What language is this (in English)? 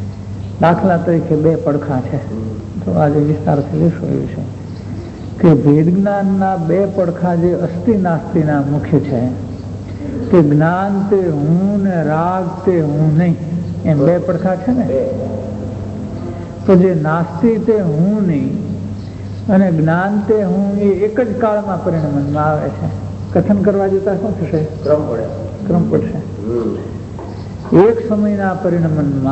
Gujarati